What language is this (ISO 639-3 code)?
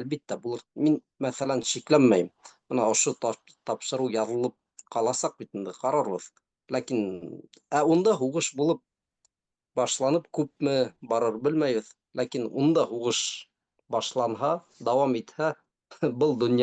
bak